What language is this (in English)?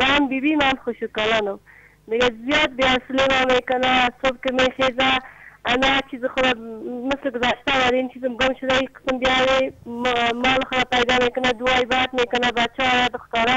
Persian